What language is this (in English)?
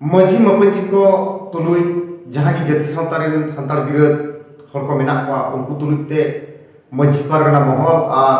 Santali